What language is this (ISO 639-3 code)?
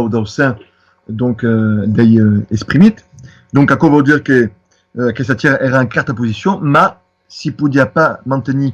oci